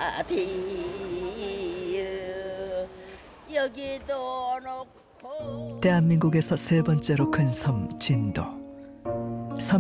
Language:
Korean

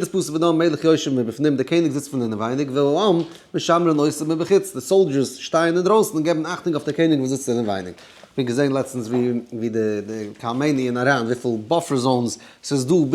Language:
Yiddish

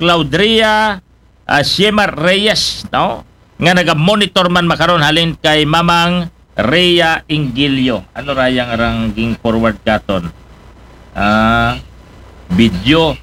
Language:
Aklanon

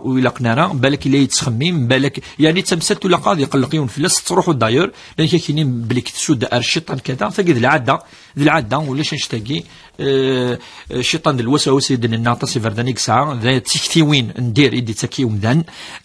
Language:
Kabyle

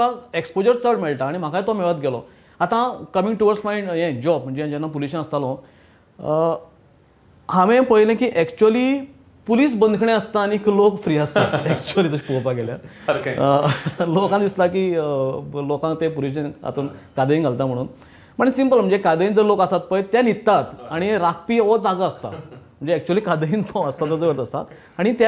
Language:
Konkani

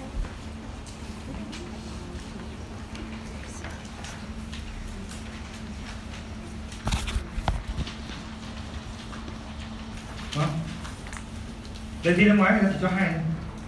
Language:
Vietnamese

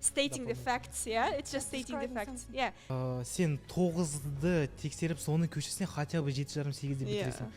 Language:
Kazakh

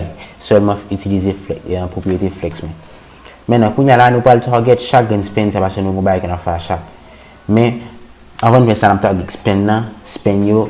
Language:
Haitian Creole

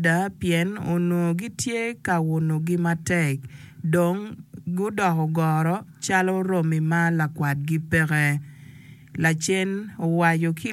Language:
Acoli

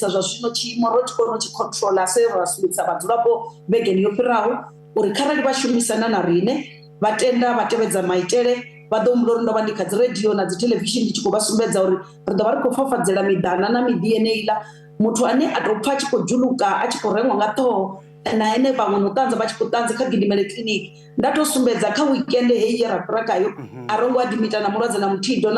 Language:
Venda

